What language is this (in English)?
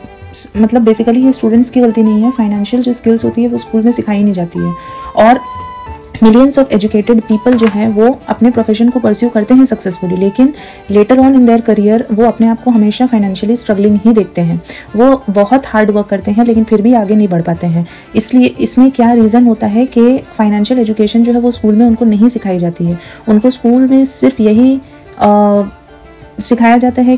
Hindi